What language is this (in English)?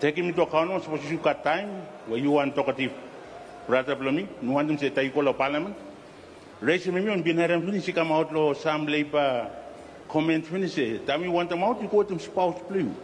Bislama